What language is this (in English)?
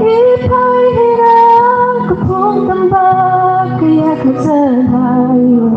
Tangkhul Naga (India)